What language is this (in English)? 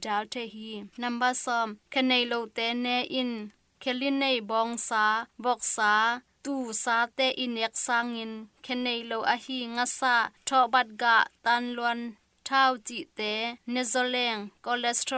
Tedim Chin